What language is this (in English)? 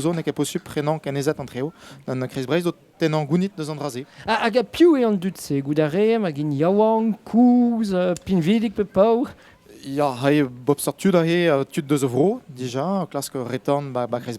Breton